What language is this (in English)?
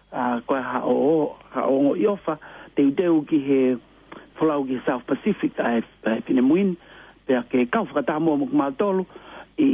Tongan